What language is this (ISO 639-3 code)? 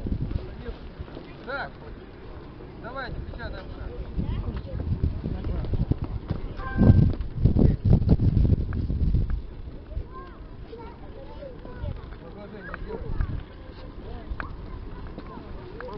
rus